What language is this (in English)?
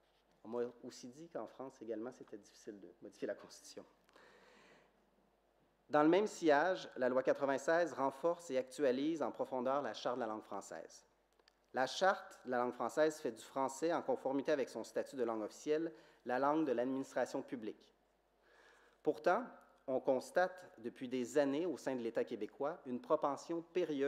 French